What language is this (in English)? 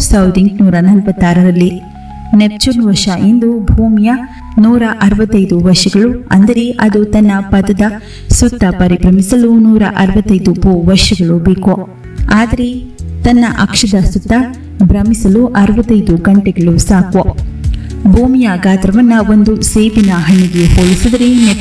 Kannada